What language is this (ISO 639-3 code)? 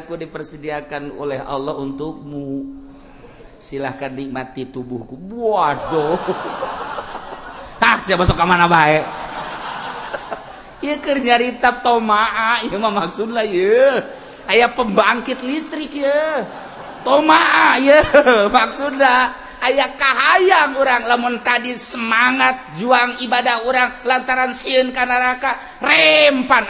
sun